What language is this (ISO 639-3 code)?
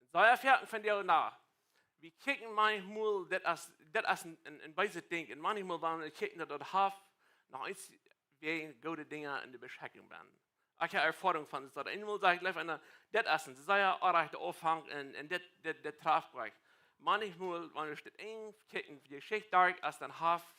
pdt